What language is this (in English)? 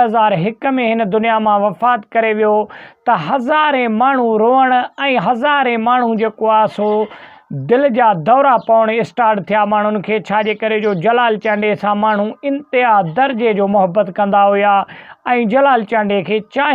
Sindhi